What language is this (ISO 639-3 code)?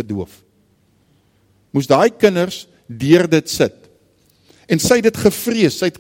afr